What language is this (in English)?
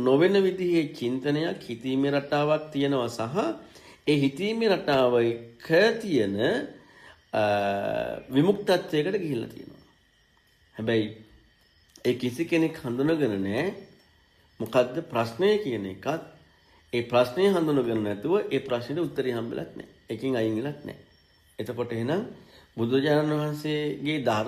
Sinhala